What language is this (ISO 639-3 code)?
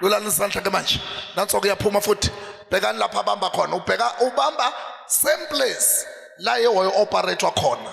zul